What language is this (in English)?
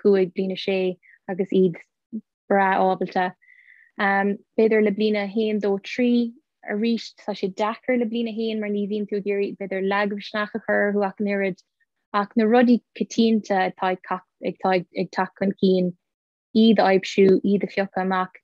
Irish